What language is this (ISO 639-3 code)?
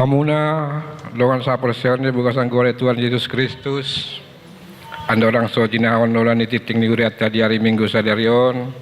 bbc